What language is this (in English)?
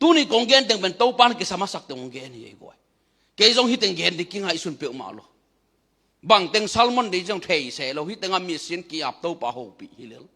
Tedim Chin